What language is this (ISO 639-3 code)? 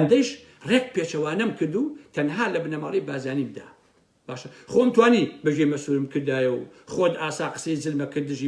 ckb